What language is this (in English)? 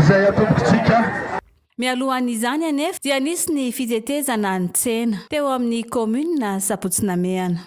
Malagasy